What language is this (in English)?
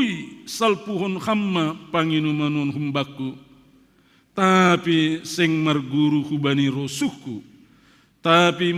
Batak Simalungun